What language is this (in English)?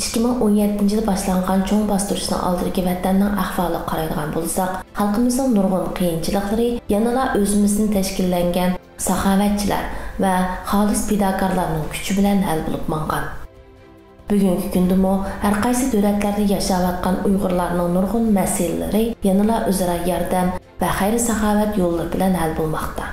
Uyghur